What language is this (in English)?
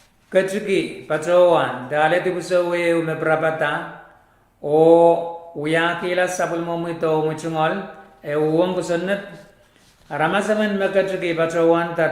Pohnpeian